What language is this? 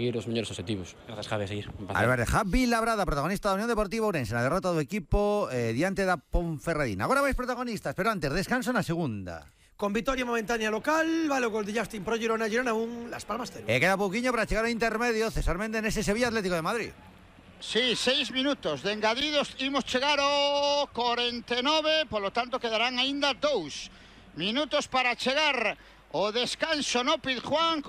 Galician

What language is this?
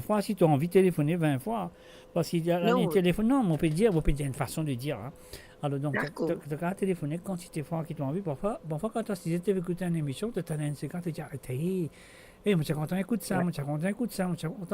Morisyen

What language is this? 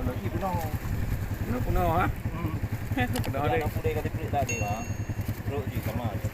Achinese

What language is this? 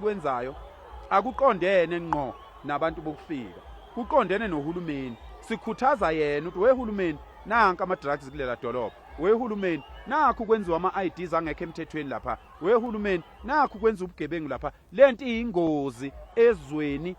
Zulu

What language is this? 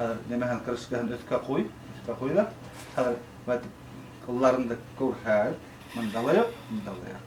Bashkir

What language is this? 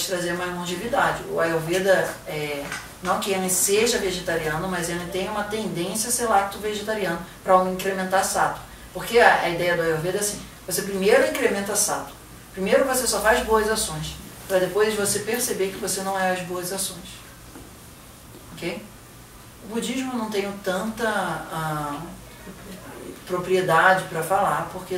Portuguese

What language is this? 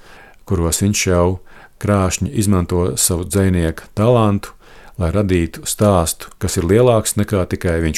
Latvian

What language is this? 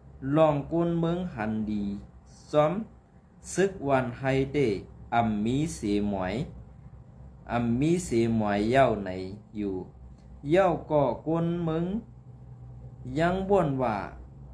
Shan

